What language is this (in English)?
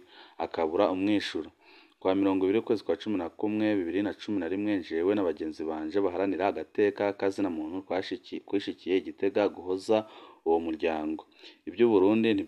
Rundi